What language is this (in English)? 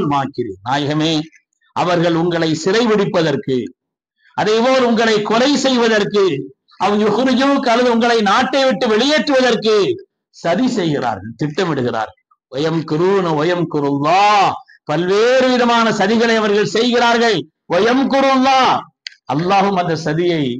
Tamil